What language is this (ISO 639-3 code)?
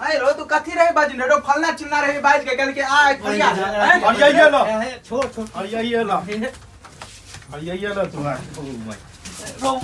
mai